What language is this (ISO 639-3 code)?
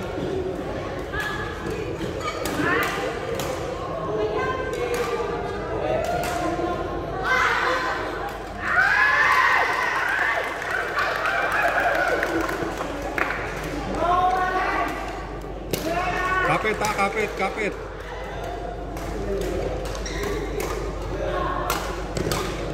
fil